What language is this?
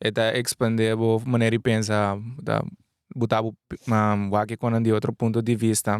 Papiamento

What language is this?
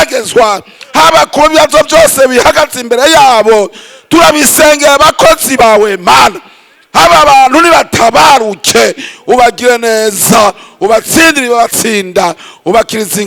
Rundi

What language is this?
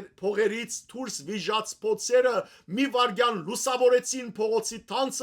Western Armenian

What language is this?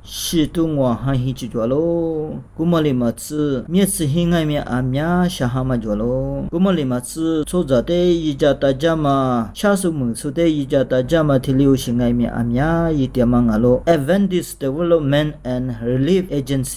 Lisu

